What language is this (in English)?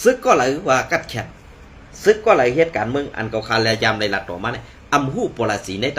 Shan